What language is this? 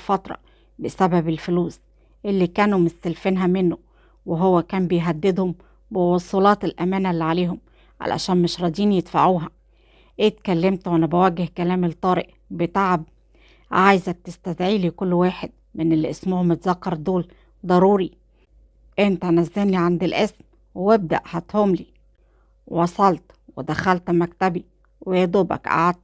Egyptian Arabic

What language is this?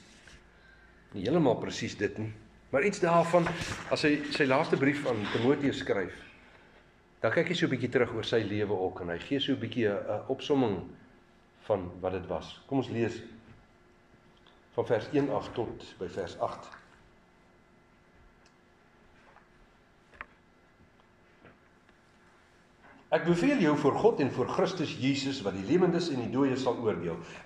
Afrikaans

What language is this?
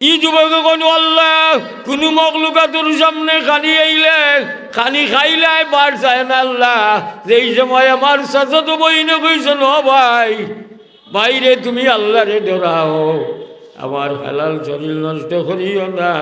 Sylheti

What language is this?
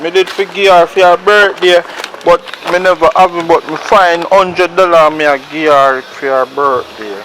Jamaican Creole English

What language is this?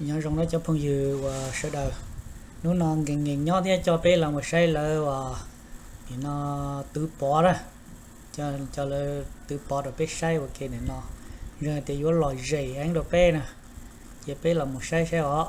Hmong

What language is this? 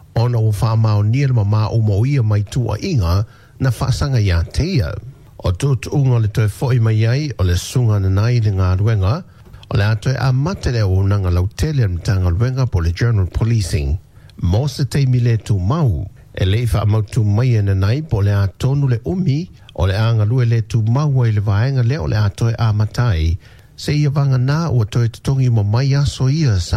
Samoan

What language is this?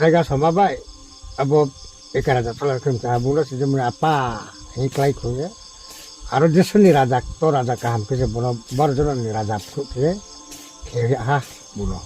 Riang (India)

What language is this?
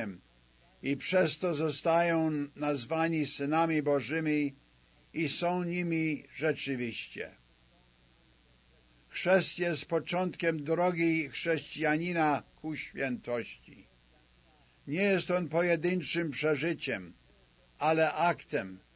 Polish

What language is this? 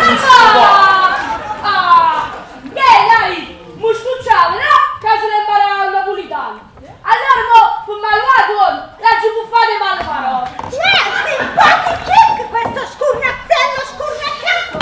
Neapolitan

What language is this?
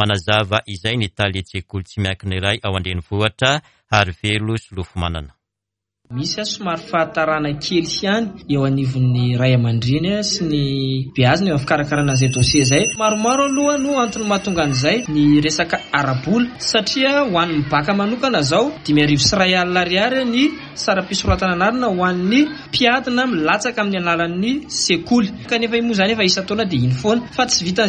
Malagasy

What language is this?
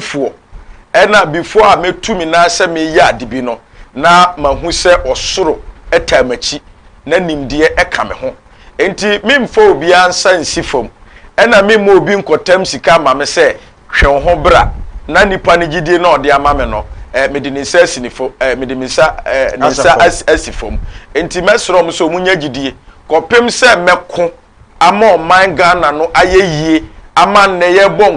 Akan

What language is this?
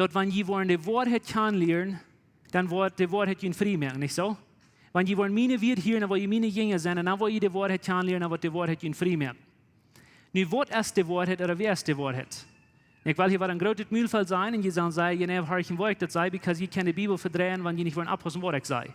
Plautdietsch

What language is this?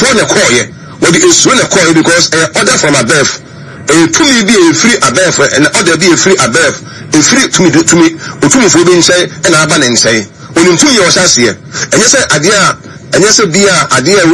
Akan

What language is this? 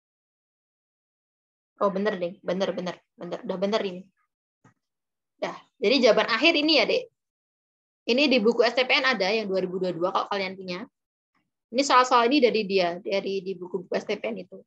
Indonesian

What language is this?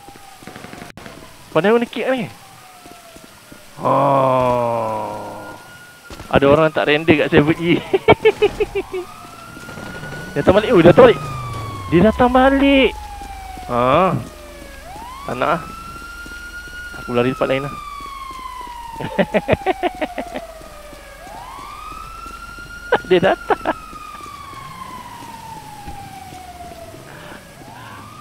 Malay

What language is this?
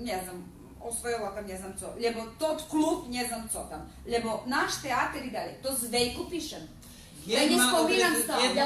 Rusyn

